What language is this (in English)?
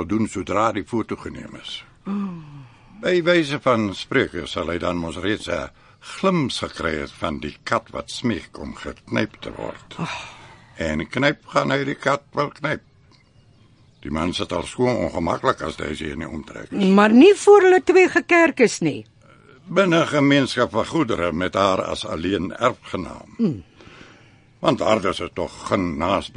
Afrikaans